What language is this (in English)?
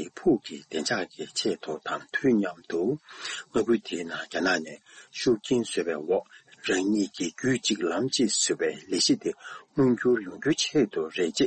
Tibetan